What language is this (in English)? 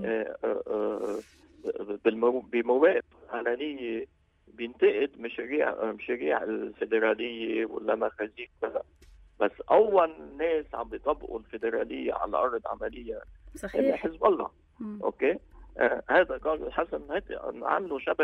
North Levantine Arabic